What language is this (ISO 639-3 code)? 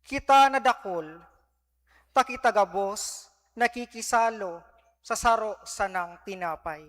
bik